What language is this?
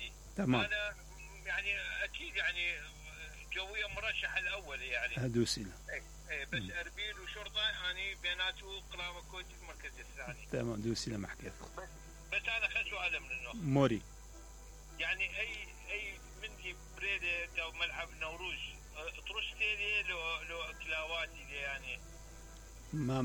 Mesopotamian Arabic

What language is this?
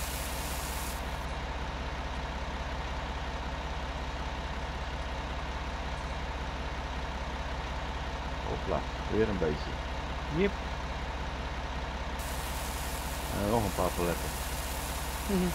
Dutch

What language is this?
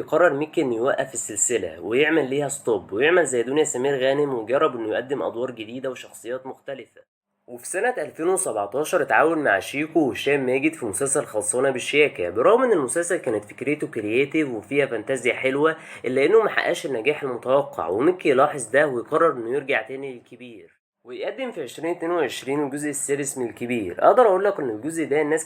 Egyptian Arabic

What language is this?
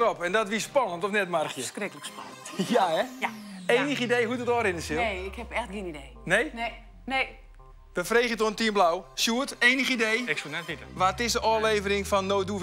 Western Frisian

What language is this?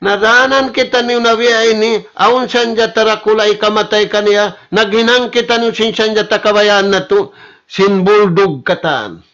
Tausug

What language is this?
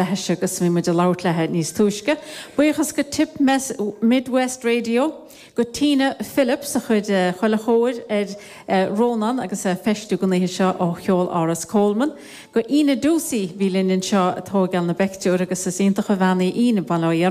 Irish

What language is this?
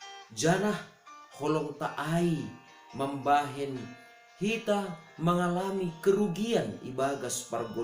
Batak Simalungun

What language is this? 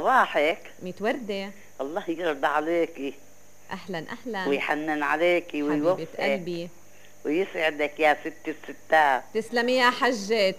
North Levantine Arabic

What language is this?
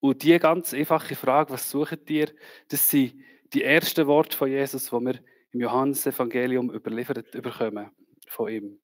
Swiss German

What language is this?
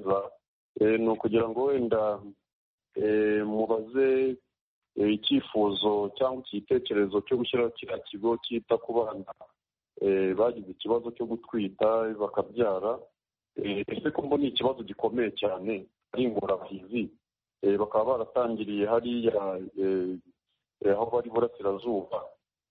Kinyarwanda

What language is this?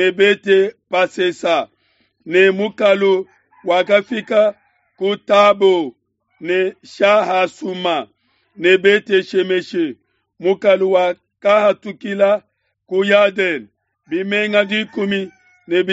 Luba-Lulua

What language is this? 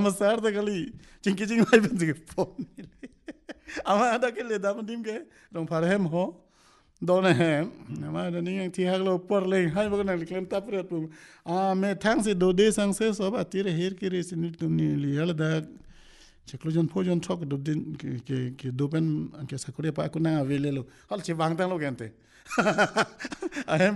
Karbi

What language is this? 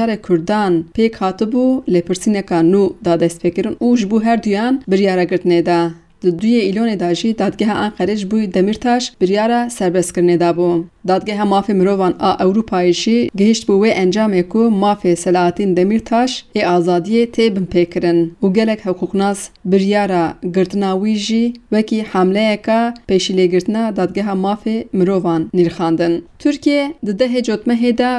Kurdish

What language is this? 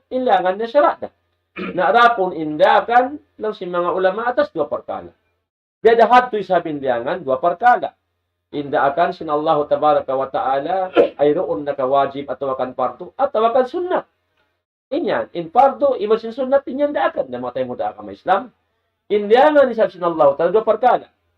Tausug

